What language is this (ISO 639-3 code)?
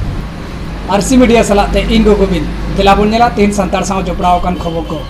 sat